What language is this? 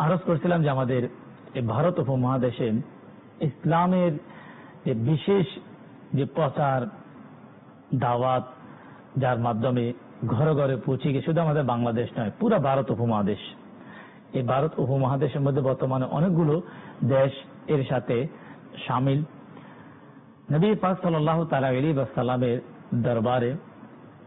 Bangla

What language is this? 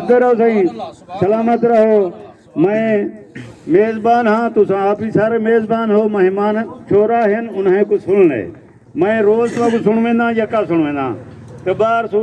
Saraiki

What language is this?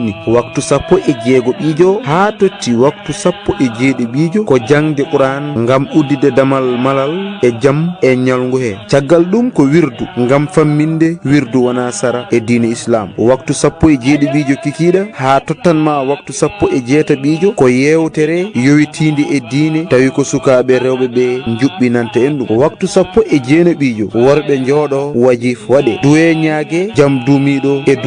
Fula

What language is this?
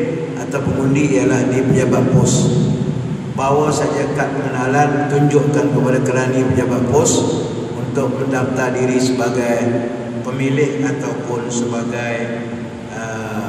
Malay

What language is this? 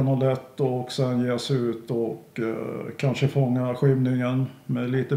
Swedish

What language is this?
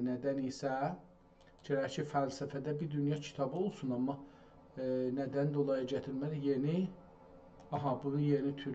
South Azerbaijani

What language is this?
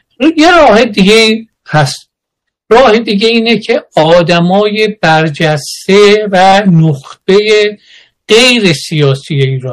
Persian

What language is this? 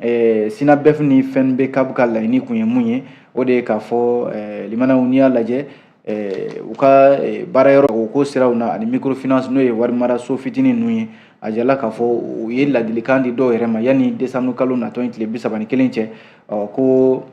Bambara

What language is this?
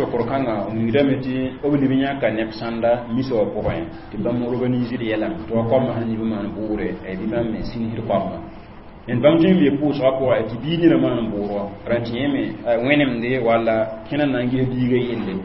Mossi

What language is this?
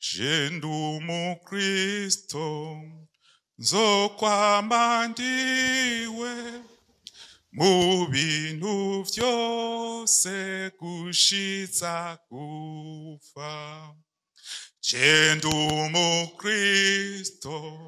Rundi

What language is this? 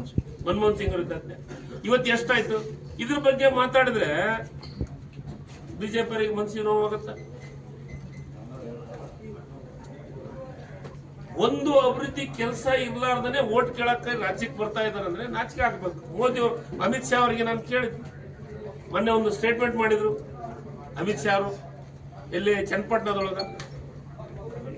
Kannada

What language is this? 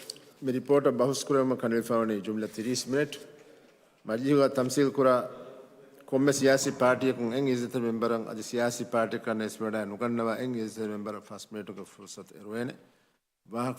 Divehi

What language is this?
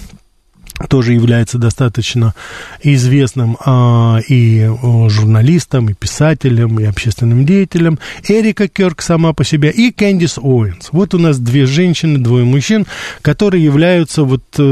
Russian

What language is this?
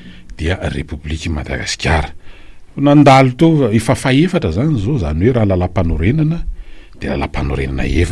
Malagasy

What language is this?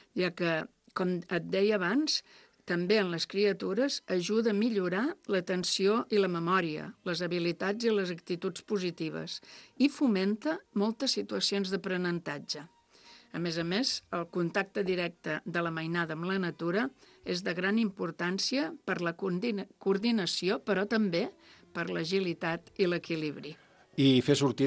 Catalan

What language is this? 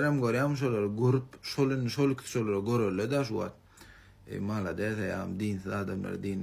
Turkmen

